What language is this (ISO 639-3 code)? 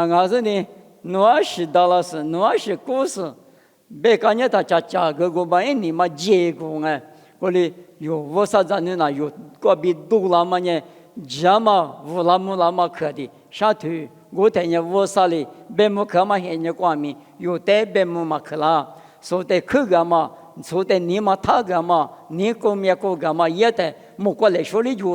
lis